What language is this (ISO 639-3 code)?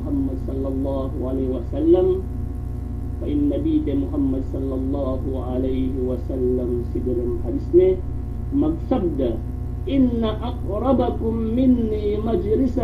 yka